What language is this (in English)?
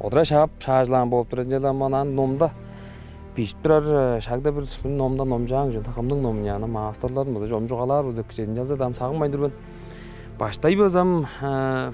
Tuvinian